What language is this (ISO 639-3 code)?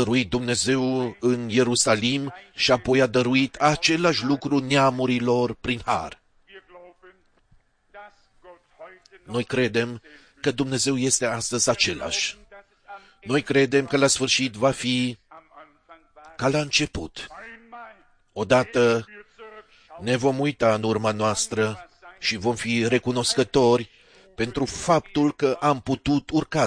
ron